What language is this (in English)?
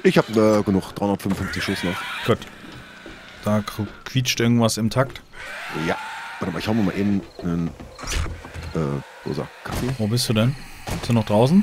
German